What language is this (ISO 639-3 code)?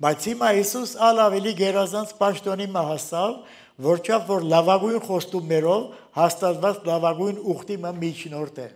hye